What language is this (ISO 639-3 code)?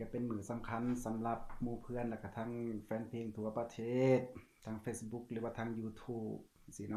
lao